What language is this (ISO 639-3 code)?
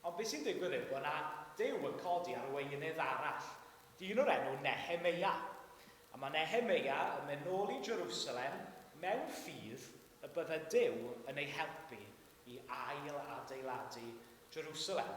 cym